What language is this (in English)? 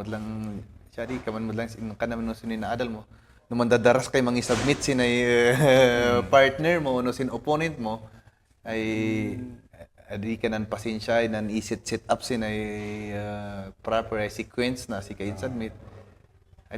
Kankanaey